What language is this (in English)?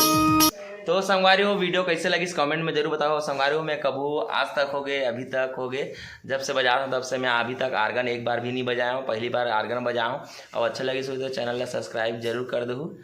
Chhattisgarhi